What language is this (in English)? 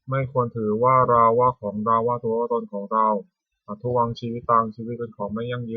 Pali